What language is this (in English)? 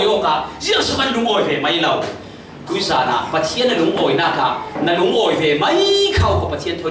Falam Chin